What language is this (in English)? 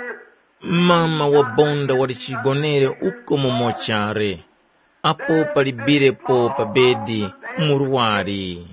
Tumbuka